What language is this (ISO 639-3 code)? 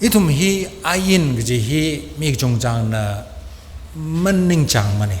nmf